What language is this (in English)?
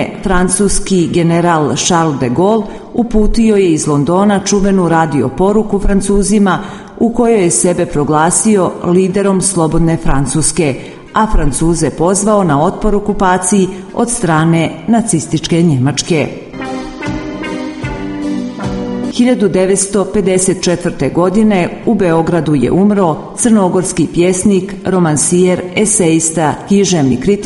Serbian